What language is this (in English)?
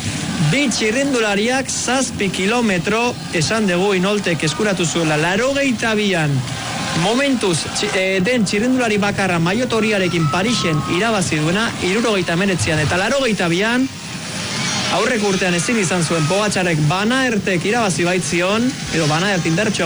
Basque